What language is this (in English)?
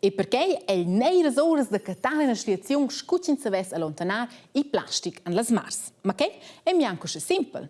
Romansh